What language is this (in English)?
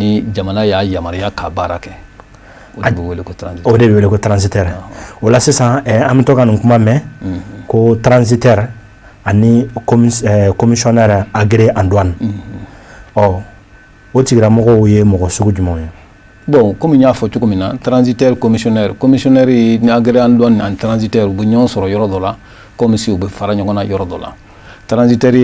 Bambara